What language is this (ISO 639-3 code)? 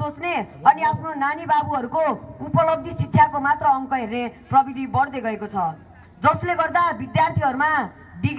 nep